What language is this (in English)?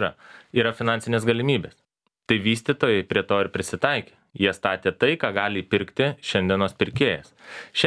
Lithuanian